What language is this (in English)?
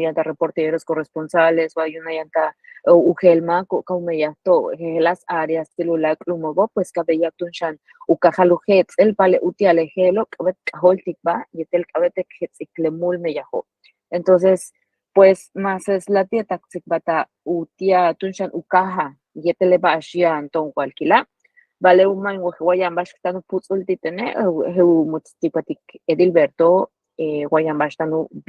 Yucateco